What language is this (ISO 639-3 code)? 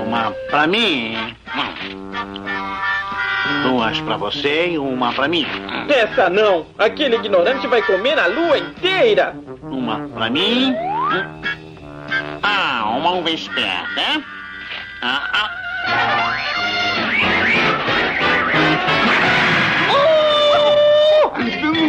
por